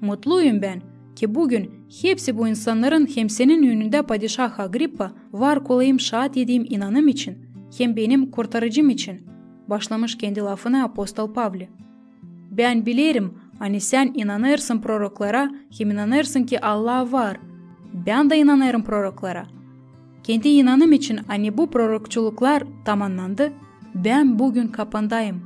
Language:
Gagauz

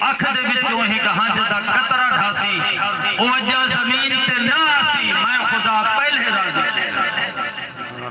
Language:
Saraiki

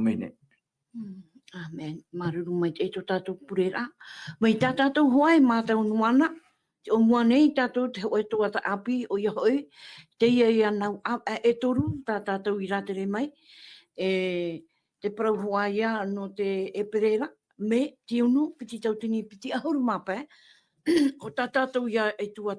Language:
Tahitian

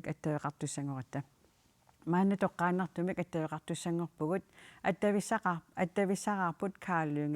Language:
Kalaallisut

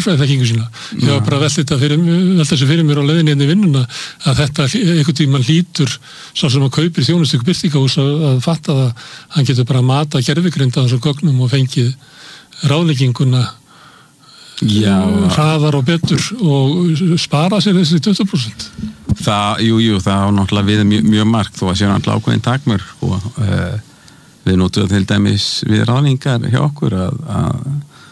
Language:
Icelandic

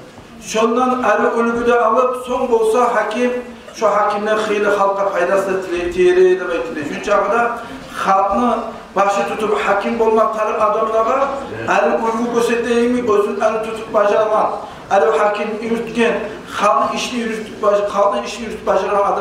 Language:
Kumyk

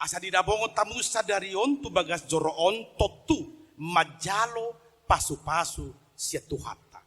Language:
Batak Toba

